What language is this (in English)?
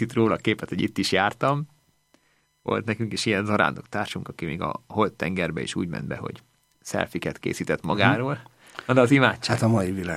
Hungarian